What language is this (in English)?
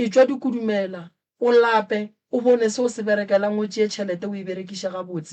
Northern Sotho